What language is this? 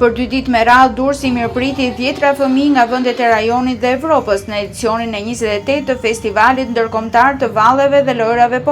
Albanian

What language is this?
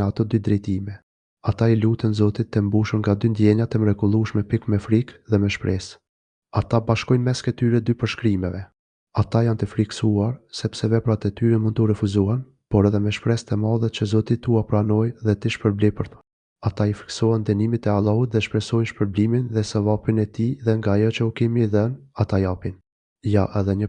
Albanian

